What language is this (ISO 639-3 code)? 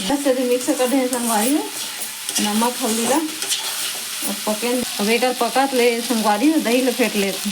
hne